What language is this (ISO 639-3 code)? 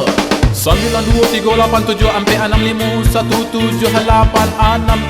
min